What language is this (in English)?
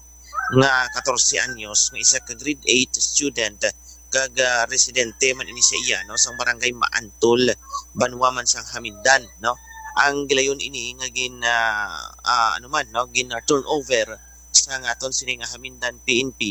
Hiligaynon